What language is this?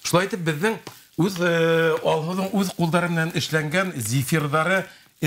Bashkir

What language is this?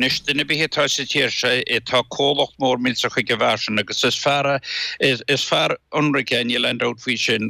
Irish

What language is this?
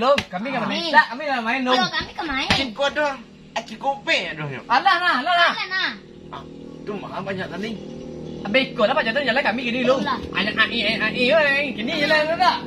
Minangkabau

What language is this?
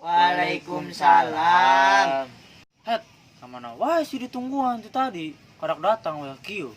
Sundanese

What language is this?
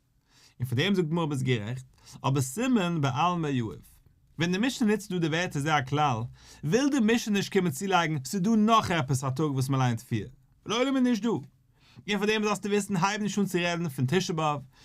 Yiddish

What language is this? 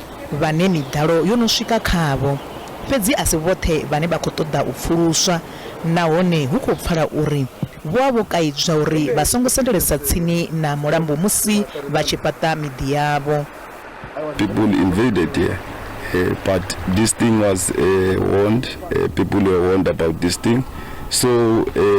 Venda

